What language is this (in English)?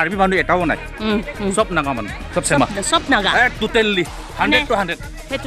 Karbi